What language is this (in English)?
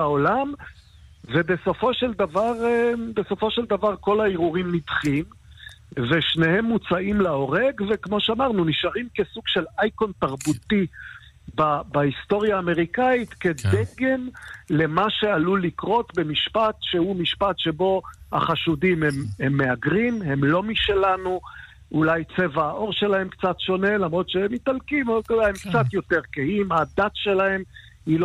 Hebrew